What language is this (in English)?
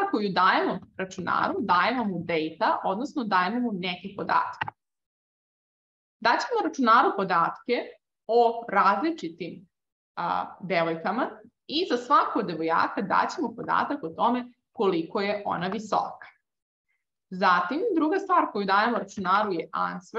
Serbian